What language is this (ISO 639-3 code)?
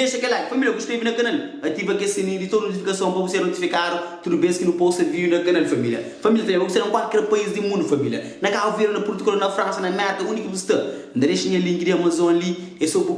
kea